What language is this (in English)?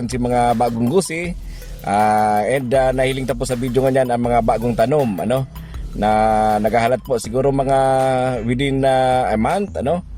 Bikol